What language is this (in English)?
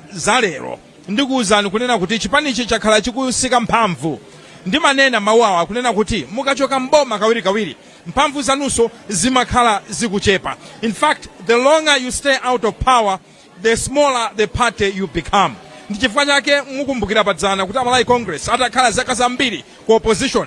Nyanja